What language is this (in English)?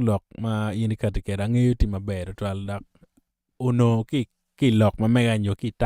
Acoli